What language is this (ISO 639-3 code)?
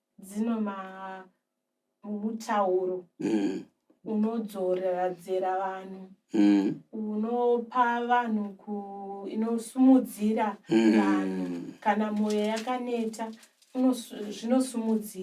sna